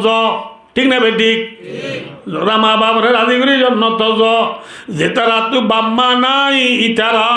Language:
Rohingya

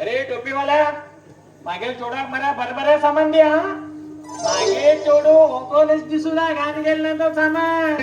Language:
Konkani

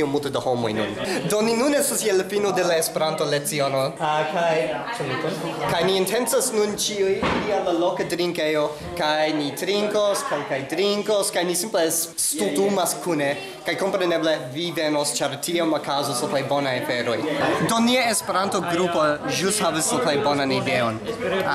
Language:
Esperanto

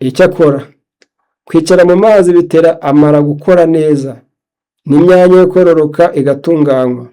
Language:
Kinyarwanda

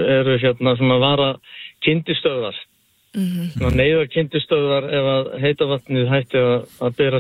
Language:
Icelandic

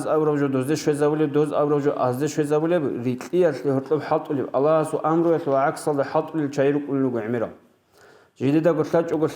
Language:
Avaric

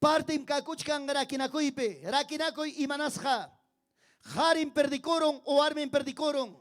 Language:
Ayacucho Quechua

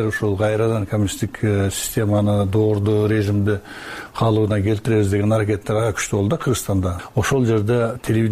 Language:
Kyrgyz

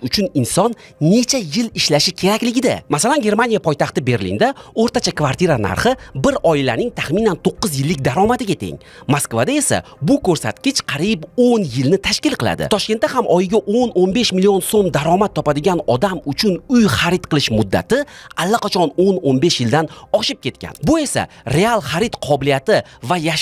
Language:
Uzbek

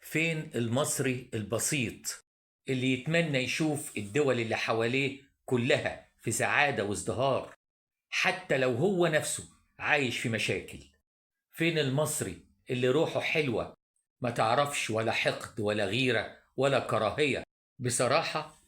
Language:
Egyptian Arabic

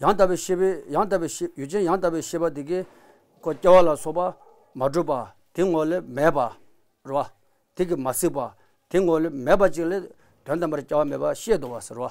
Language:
Tibetan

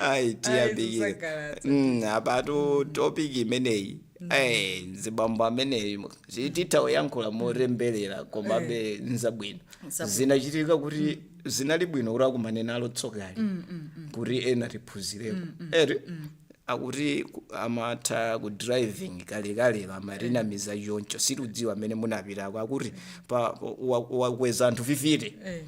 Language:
Nyanja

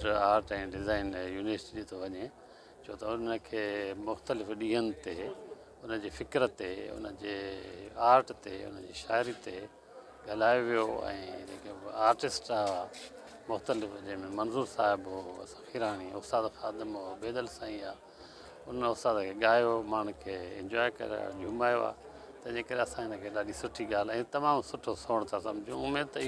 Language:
Sindhi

